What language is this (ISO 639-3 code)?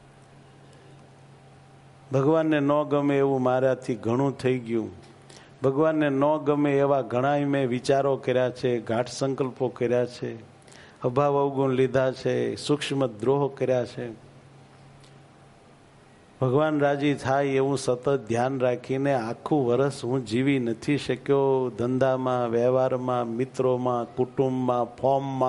guj